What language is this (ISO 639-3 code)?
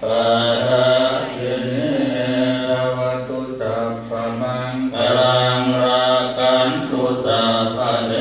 pli